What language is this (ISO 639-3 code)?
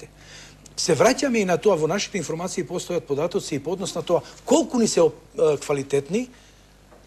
mkd